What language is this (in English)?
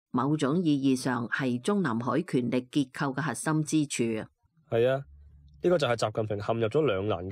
Cantonese